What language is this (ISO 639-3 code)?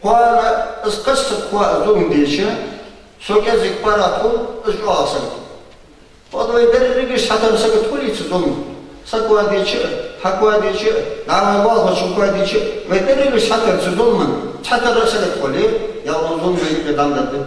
inh